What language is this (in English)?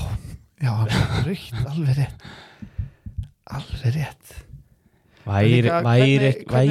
Icelandic